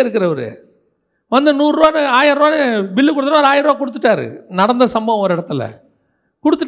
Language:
Tamil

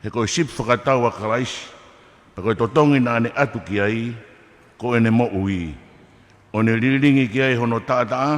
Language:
Tongan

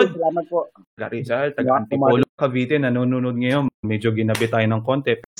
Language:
Filipino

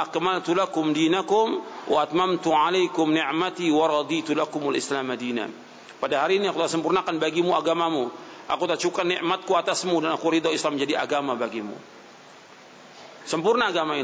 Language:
Indonesian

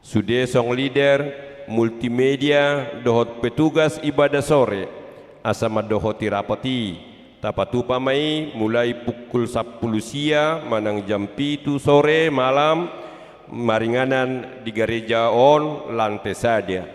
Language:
Batak Toba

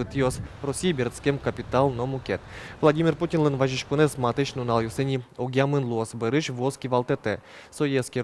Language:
Udmurt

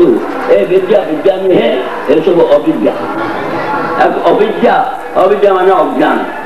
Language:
Odia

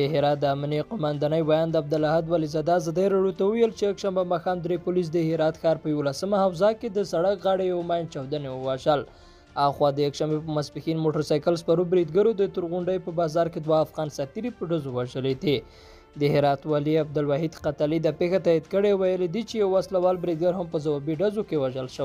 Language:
Pashto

